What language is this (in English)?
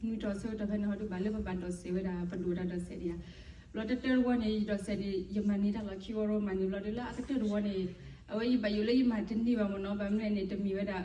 S'gaw Karen